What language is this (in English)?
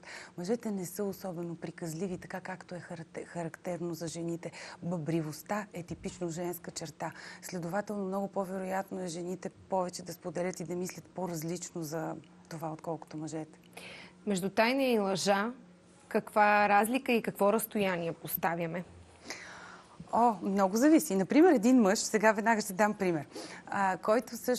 Bulgarian